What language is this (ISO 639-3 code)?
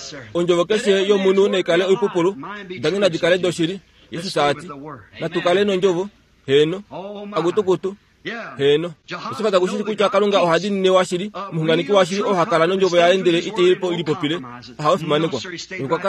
kua